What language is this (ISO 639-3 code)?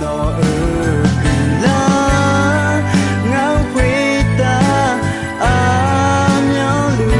ahk